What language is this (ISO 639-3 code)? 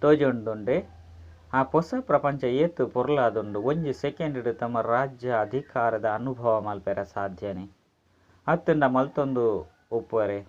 tcy